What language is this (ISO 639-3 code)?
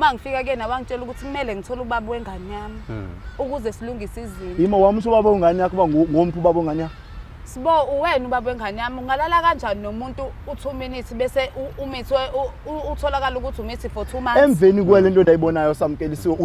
zul